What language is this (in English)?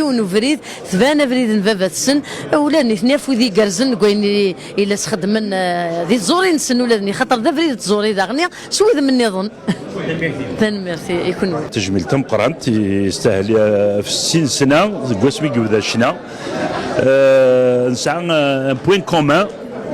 Kabyle